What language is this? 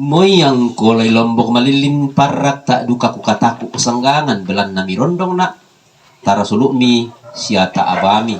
Toraja-Sa'dan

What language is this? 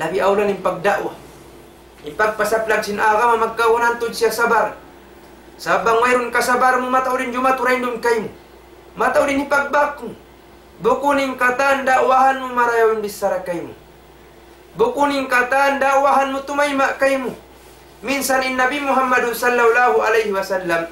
Tausug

